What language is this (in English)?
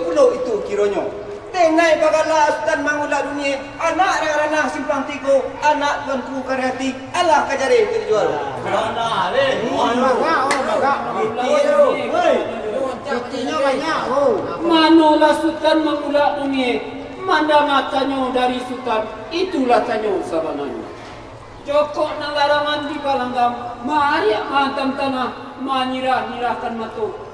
Minangkabau